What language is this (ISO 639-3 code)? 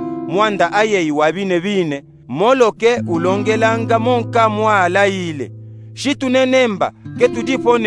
lub